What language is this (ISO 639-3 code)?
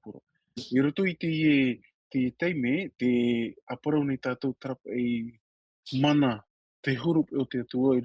tah